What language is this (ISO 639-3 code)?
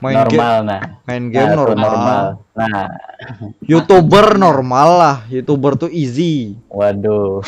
bjn